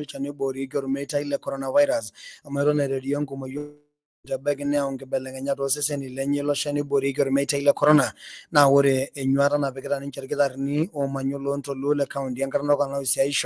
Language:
Masai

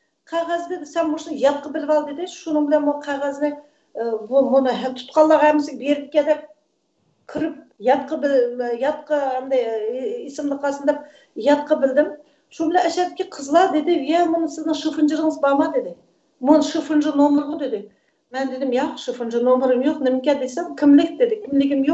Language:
Uyghur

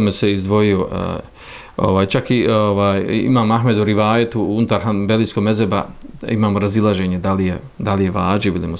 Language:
Bosnian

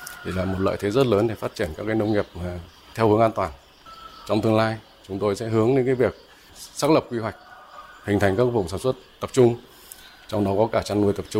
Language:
Vietnamese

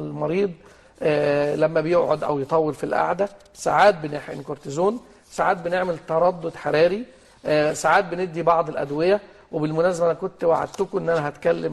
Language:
Egyptian Arabic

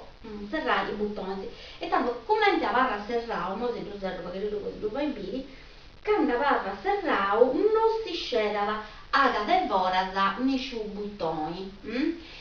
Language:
Sardinian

